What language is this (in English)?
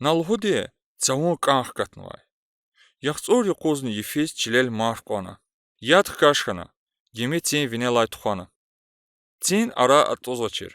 Lezghian